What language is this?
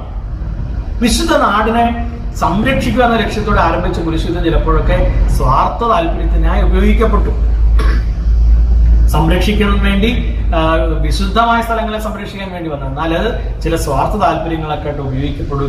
Malayalam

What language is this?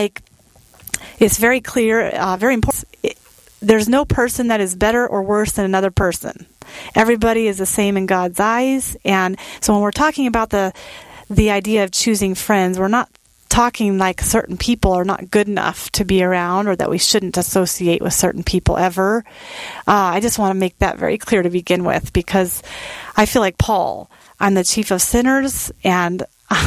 English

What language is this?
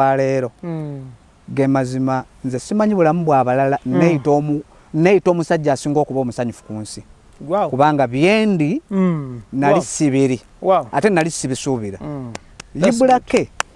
Ganda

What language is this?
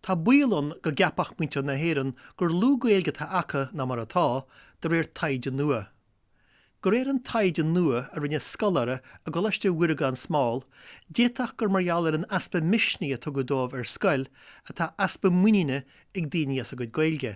Irish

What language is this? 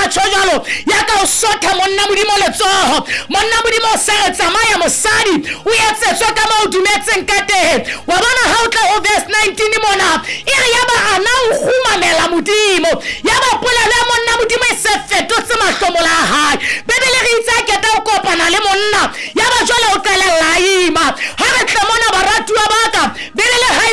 Southern Sotho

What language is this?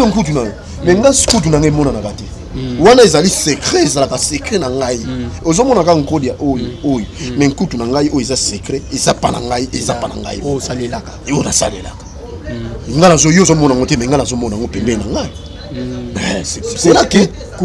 Lingala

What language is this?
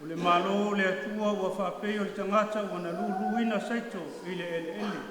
Samoan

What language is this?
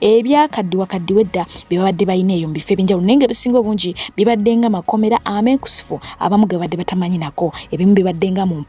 Ganda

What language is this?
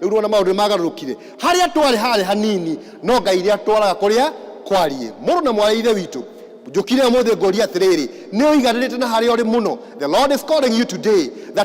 Kikuyu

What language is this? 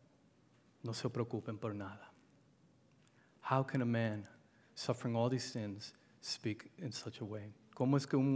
Spanish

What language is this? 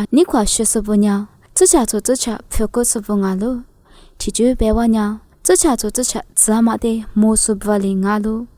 Lisu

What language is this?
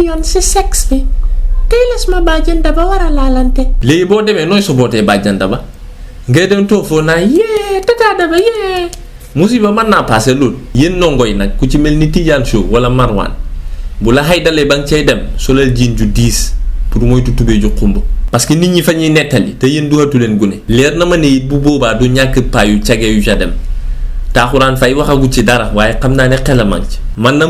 Wolof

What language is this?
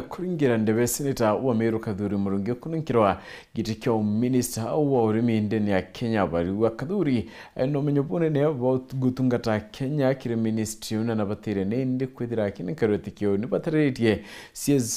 Meru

